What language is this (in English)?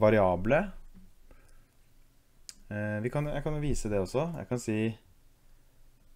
Norwegian